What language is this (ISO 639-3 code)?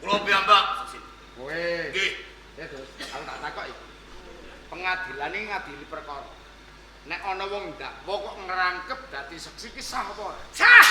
jav